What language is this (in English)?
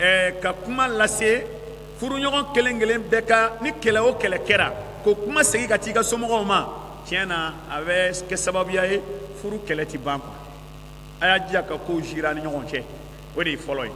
Bambara